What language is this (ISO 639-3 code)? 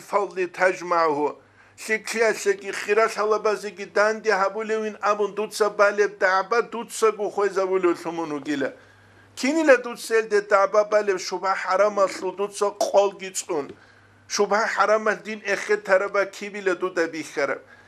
ava